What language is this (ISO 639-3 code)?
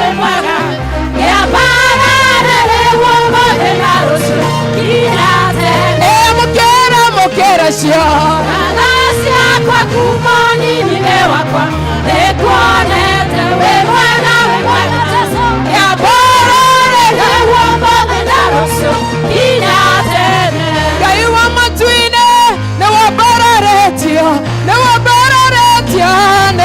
kik